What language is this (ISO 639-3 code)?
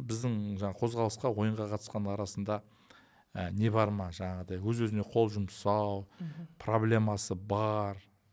kaz